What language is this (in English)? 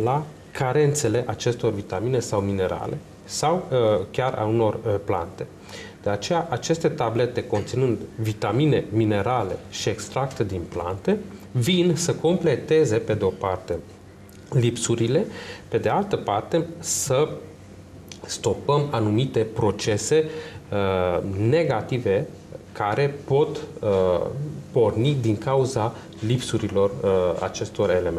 Romanian